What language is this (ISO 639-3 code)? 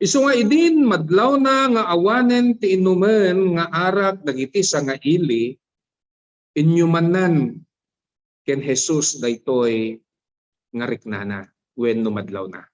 ilo